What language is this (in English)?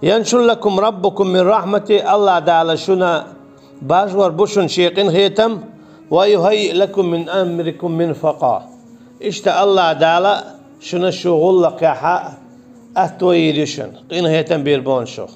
Chechen